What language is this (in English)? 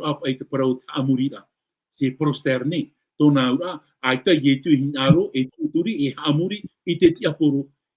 Tahitian